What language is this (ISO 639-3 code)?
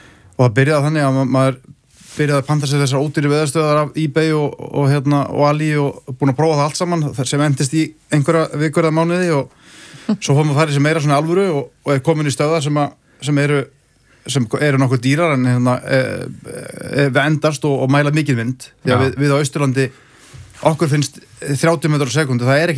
isl